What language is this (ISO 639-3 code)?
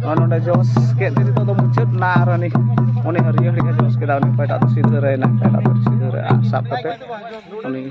sat